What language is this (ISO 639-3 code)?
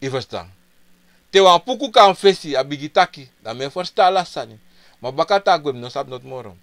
srn